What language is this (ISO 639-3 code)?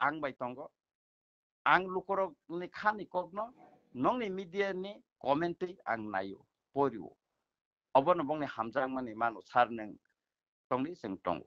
trp